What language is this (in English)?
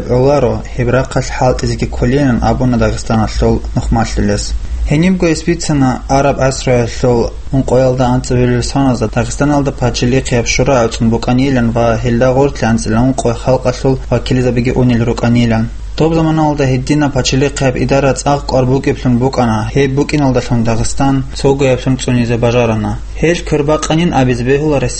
Avaric